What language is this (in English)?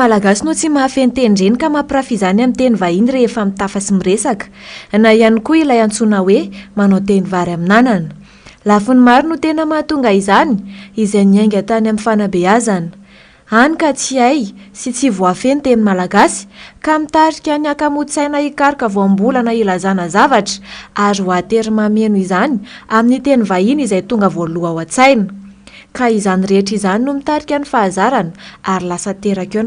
Malagasy